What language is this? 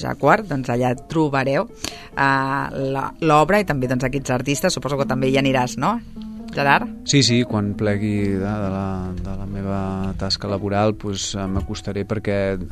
Catalan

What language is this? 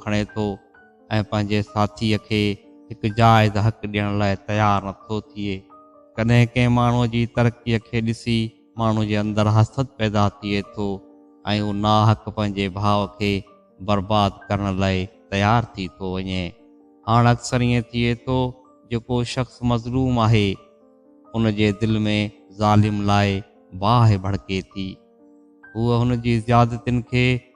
Sindhi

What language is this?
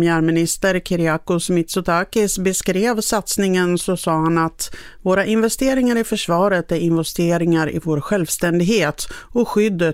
Swedish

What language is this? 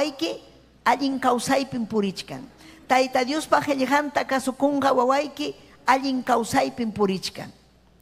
Ayacucho Quechua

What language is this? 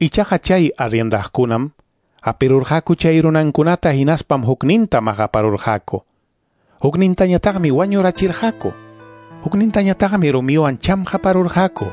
Ayacucho Quechua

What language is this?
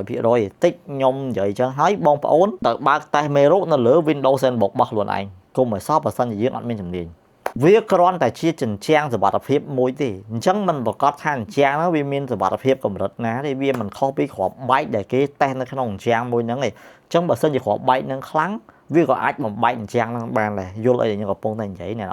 Khmer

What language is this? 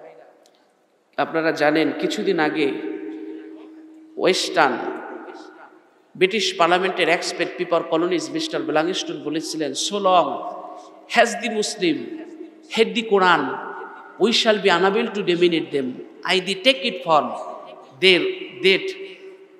Bangla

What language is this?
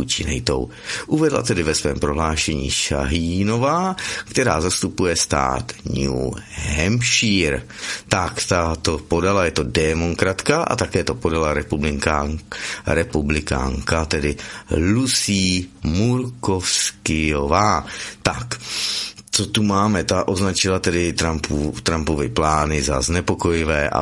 Czech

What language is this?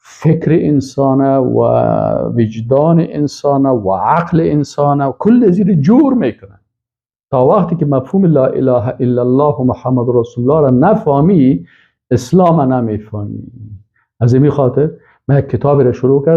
Persian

